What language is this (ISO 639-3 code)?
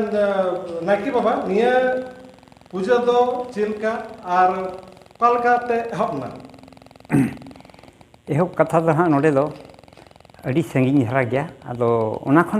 sat